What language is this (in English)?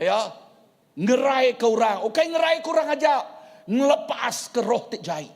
Iban